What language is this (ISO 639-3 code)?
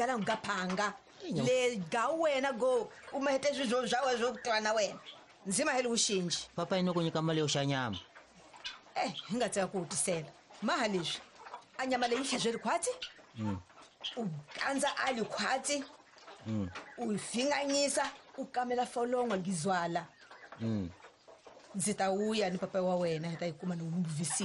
tso